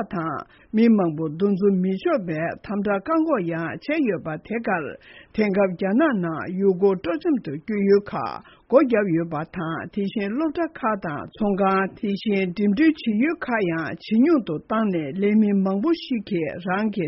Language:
Tibetan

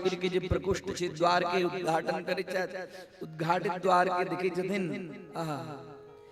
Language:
Maithili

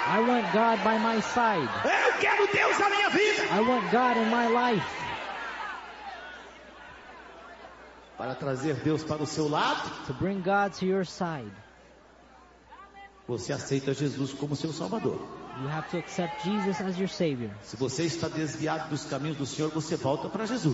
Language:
Portuguese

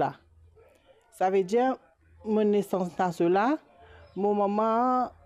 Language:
Morisyen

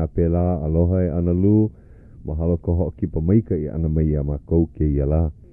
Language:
Hawaiian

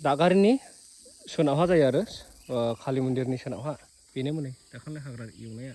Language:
Bodo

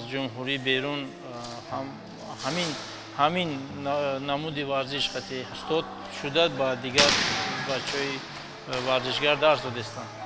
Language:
Tajik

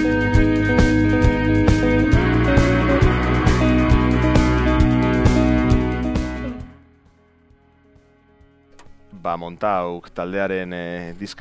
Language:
Basque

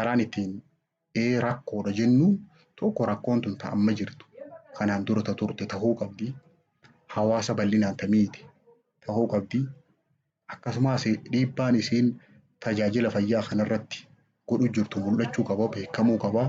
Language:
Oromo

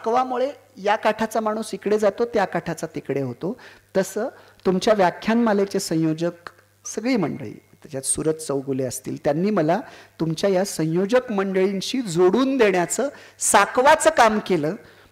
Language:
Marathi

